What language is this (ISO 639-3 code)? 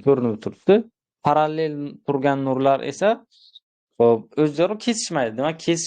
uzb